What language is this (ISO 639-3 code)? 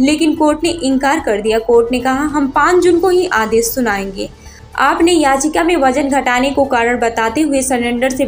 hin